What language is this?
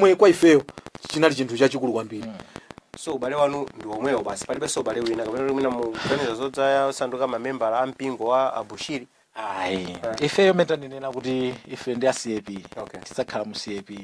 Nyanja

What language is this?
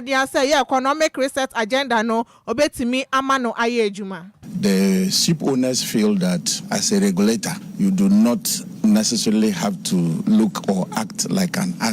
Akan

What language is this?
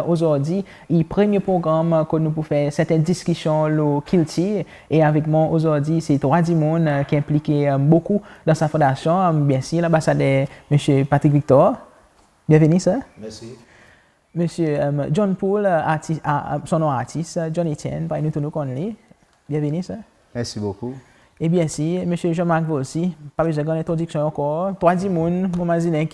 Seselwa Creole French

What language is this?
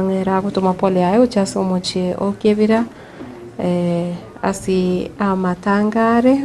Gusii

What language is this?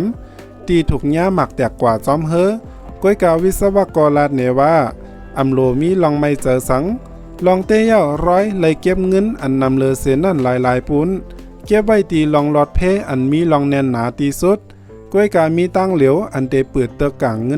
Shan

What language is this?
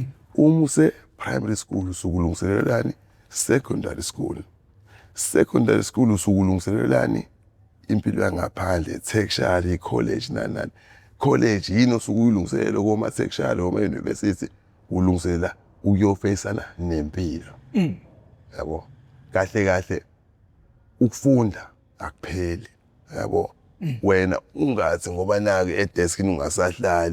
Zulu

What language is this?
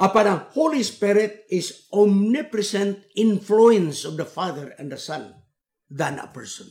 Cebuano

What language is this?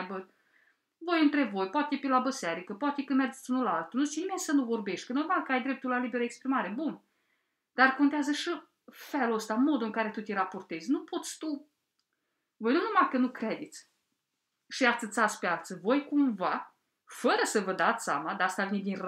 Romanian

